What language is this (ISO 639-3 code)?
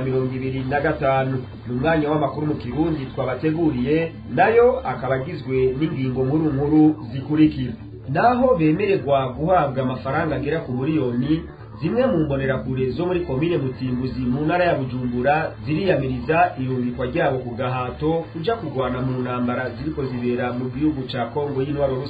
run